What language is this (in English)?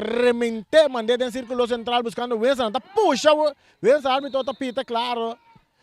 Papiamento